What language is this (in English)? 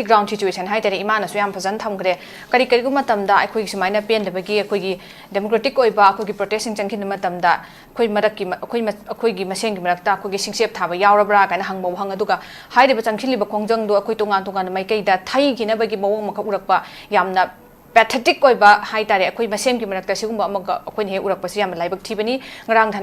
Manipuri